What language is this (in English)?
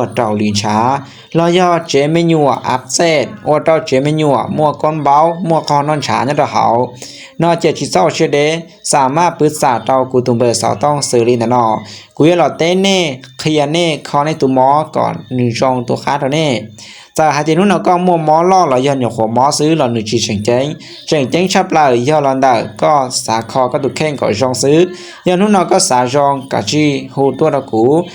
Hmong